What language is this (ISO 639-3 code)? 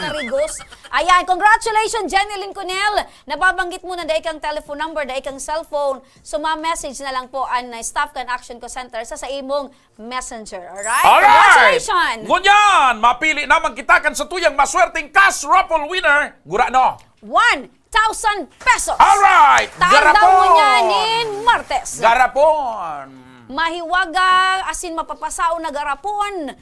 bik